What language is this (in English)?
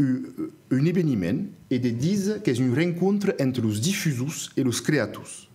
Occitan